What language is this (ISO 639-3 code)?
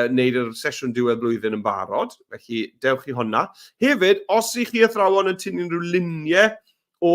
cym